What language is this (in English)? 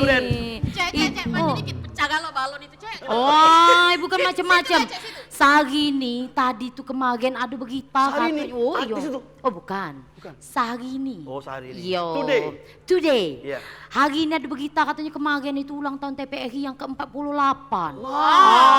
Musi